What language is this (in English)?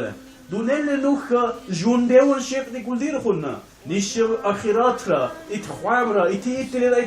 Dargwa